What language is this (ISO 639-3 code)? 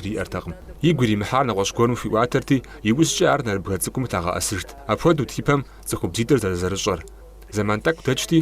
kbd